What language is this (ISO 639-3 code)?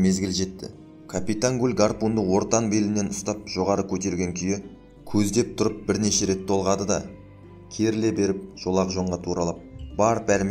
kaz